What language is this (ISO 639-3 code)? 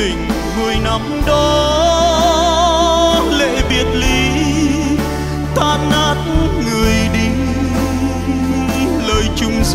vie